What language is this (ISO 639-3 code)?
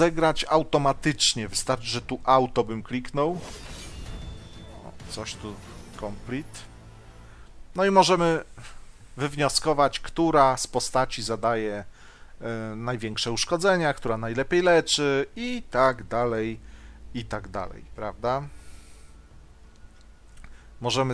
pol